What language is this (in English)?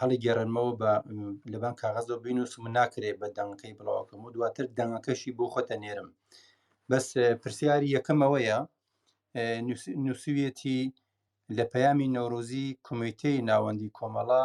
Central Kurdish